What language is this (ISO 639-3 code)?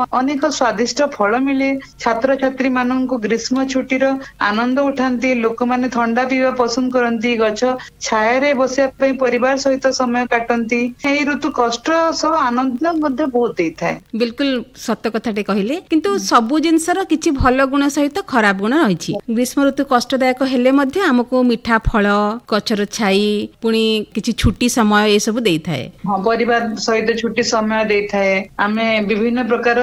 ori